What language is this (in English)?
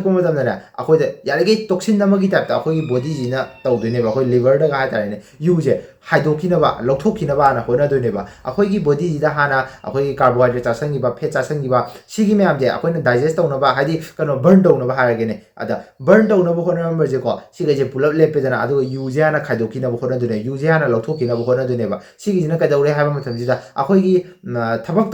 Manipuri